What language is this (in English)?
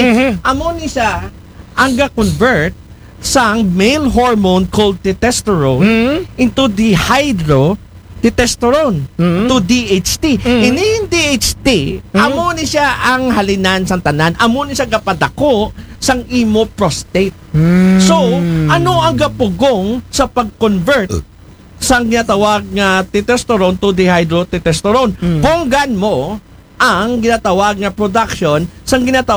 Aklanon